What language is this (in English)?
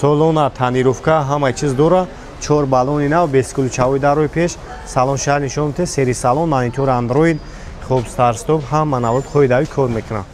Tajik